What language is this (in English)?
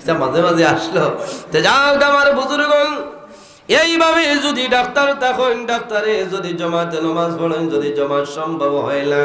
Sylheti